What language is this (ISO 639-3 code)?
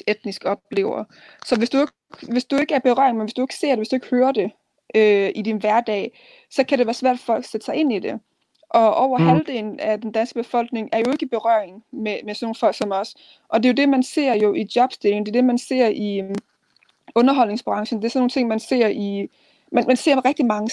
dan